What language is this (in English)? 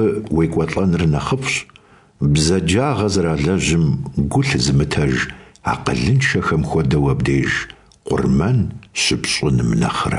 Kabardian